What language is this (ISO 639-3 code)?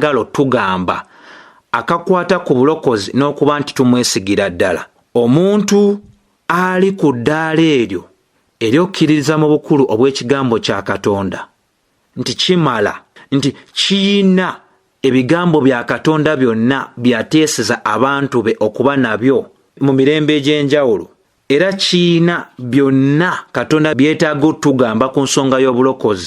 lug